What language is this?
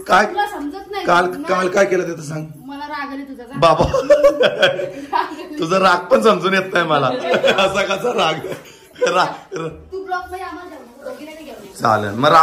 Marathi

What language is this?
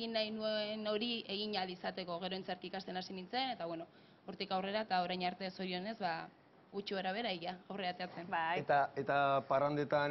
Basque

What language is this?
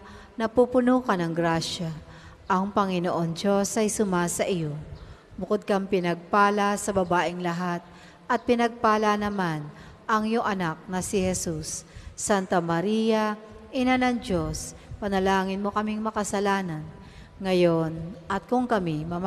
Filipino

